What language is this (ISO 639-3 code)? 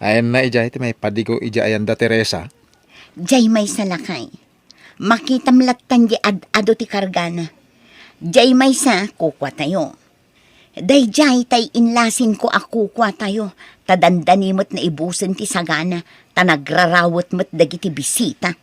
ilo